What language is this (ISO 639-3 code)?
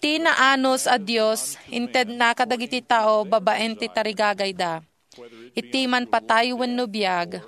ilo